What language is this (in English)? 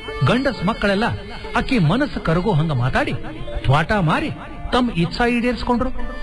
Kannada